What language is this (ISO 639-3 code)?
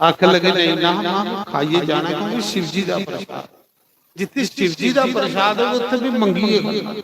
doi